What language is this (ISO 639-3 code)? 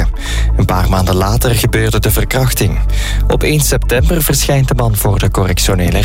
nld